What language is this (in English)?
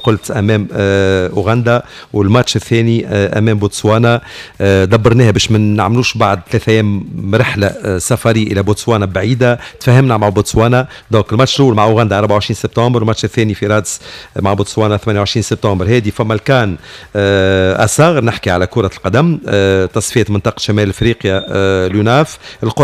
Tunisian Arabic